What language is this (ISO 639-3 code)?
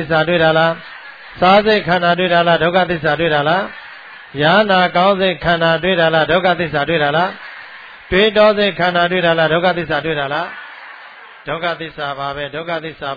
mya